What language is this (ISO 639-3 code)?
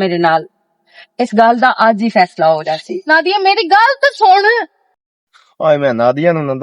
lah